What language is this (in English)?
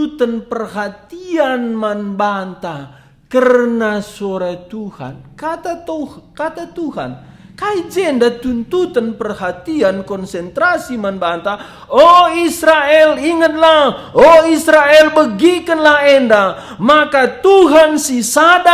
Batak Karo